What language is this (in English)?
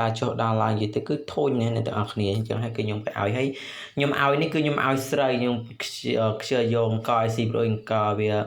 Khmer